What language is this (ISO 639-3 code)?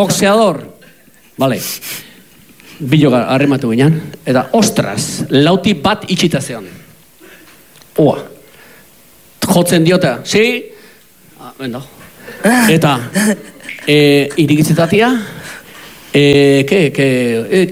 eus